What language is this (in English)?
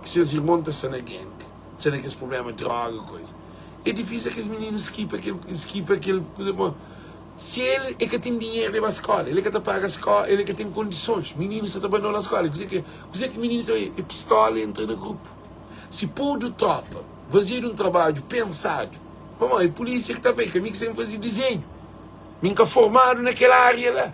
Kabuverdianu